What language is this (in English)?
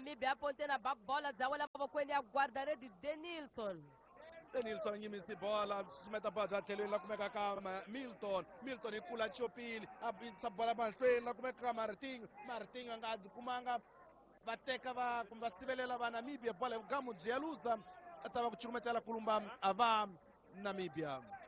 Tsonga